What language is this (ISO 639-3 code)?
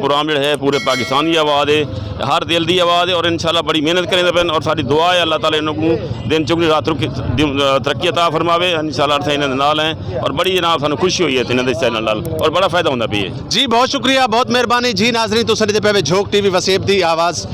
skr